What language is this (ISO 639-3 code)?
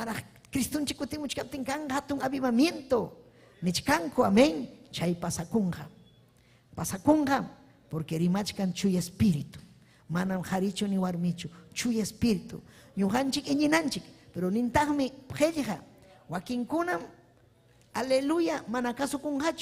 quy